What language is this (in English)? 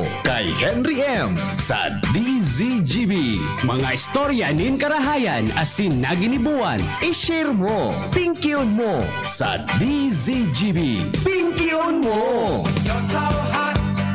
Bikol